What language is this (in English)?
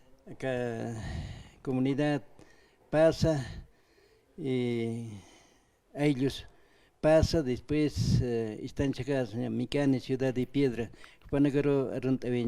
Aymara